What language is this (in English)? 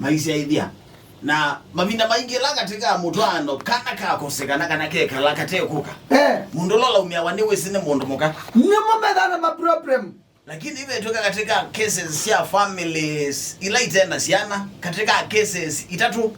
Kamba